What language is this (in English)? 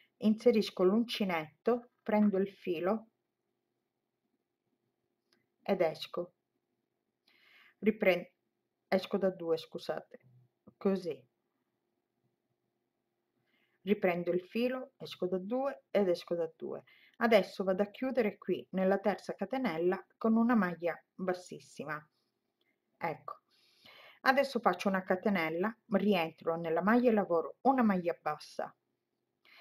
Italian